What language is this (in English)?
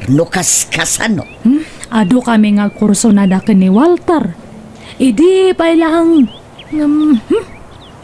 Iloko